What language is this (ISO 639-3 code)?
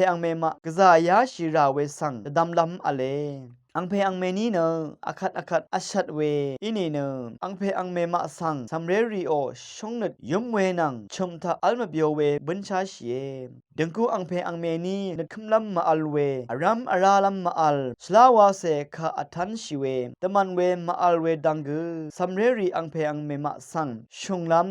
raw